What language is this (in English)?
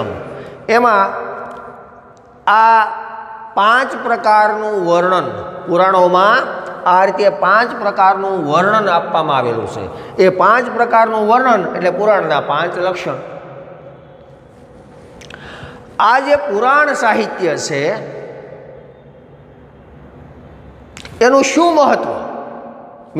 Gujarati